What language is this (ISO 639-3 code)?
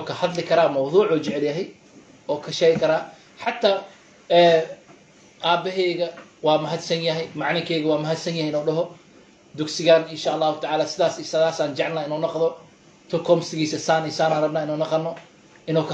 som